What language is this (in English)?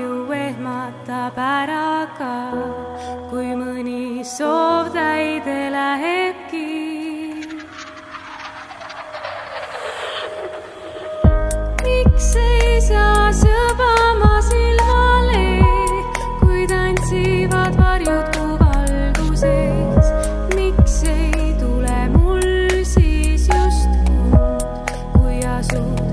Estonian